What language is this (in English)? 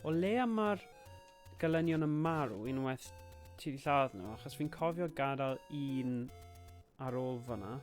Welsh